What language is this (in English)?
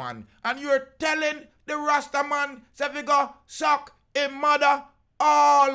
Jamaican Creole English